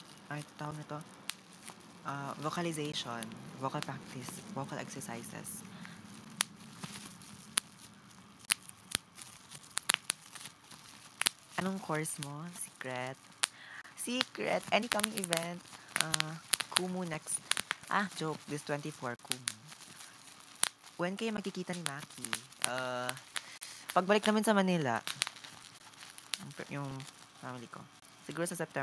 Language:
Filipino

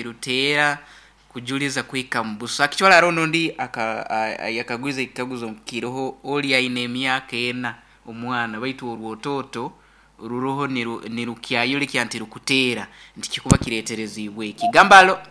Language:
Nyoro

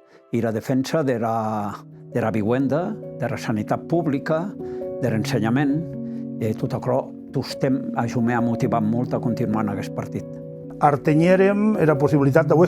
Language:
Occitan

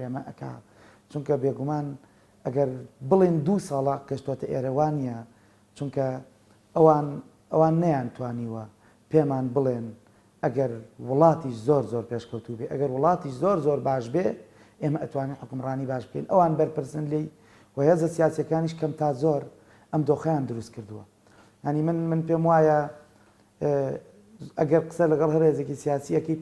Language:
Central Kurdish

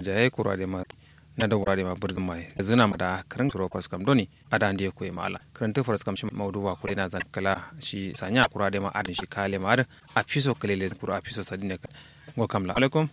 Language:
Kanuri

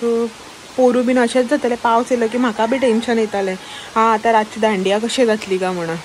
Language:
Konkani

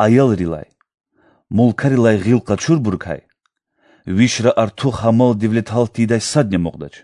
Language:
Lezghian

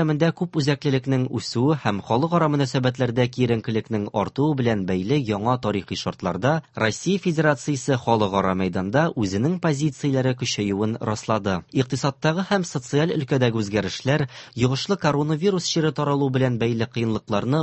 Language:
Tatar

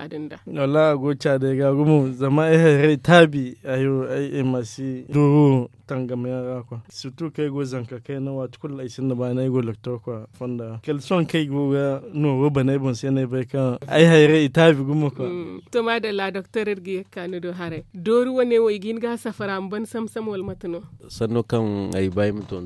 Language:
Zarma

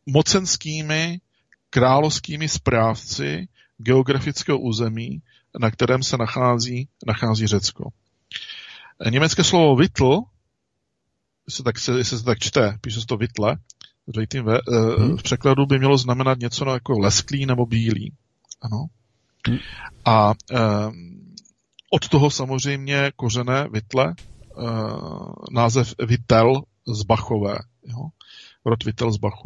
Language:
Czech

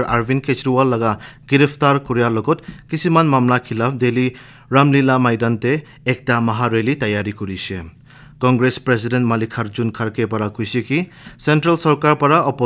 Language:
Naga Pidgin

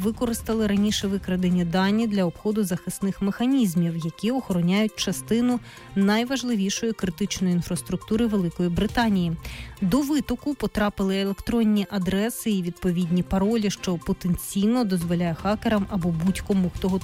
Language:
Ukrainian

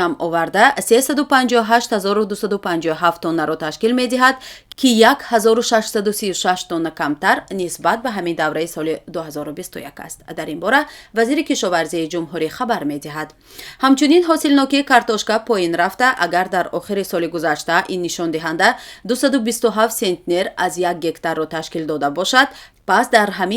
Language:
Tajik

